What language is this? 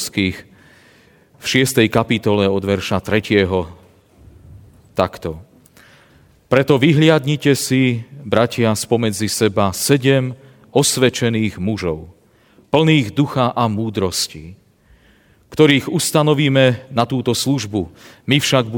Slovak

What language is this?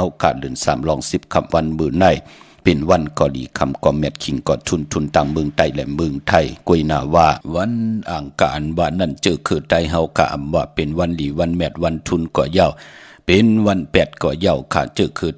Shan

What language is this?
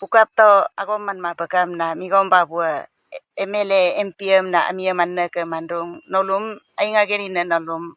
Adi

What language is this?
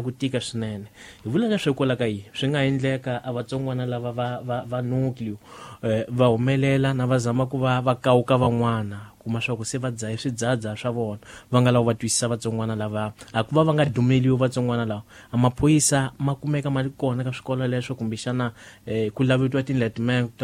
Tsonga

